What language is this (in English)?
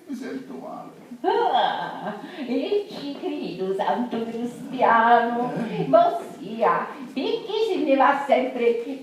Sicilian